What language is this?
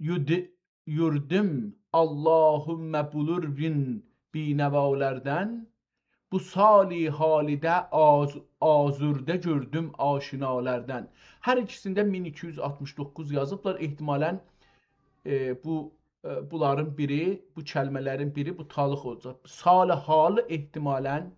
South Azerbaijani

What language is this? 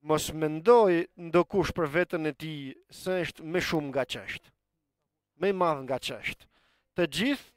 Albanian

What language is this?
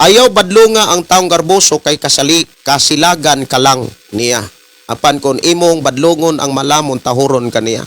Cebuano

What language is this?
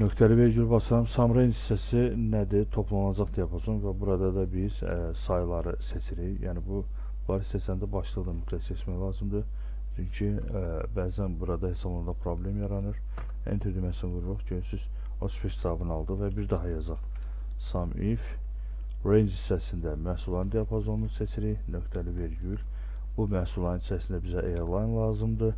Azerbaijani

